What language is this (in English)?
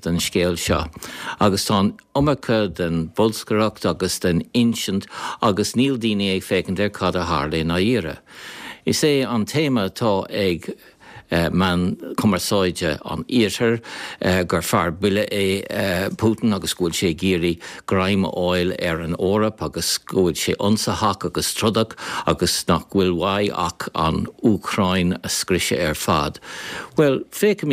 Irish